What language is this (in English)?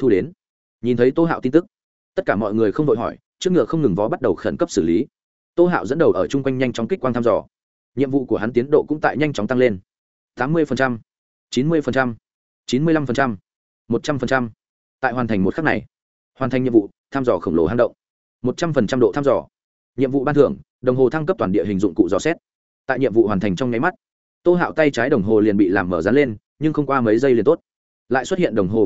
Vietnamese